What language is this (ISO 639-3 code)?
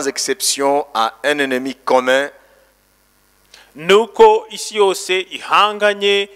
kin